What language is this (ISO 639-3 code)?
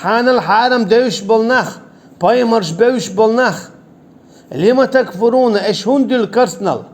che